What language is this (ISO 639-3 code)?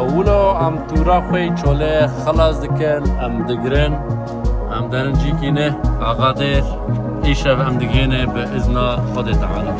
kur